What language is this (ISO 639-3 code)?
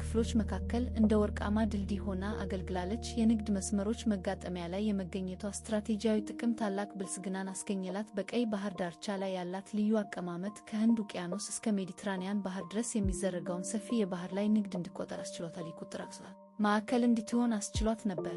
amh